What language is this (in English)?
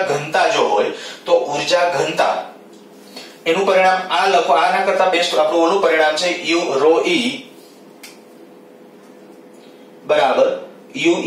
Gujarati